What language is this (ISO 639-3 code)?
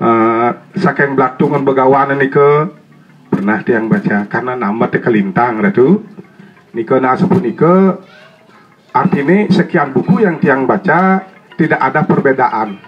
ban